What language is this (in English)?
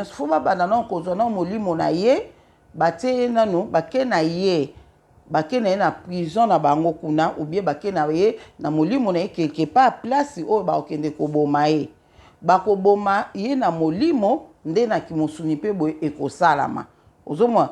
Lingala